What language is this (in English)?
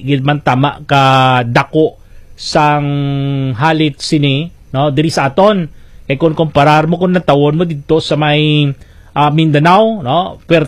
Hiligaynon